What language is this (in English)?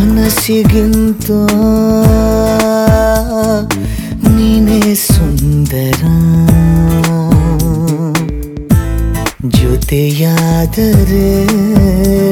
Kannada